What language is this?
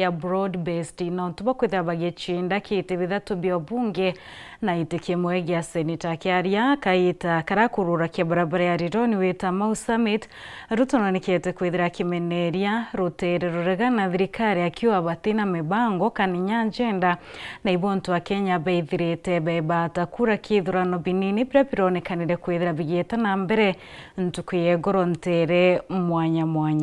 Meru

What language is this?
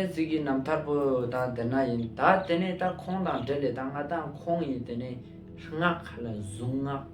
Ladakhi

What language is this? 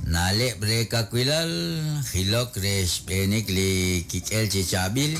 Kekchí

